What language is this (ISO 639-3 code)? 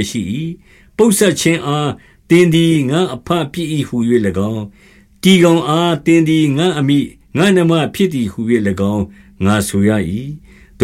mya